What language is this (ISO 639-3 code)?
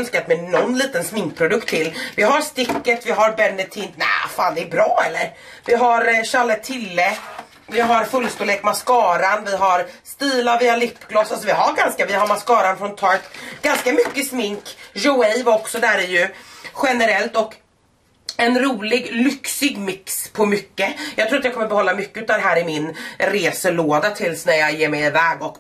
swe